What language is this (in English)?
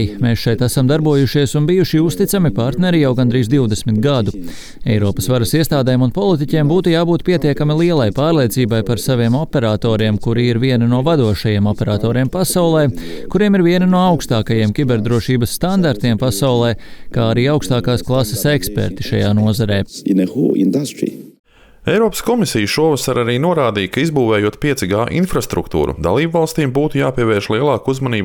Latvian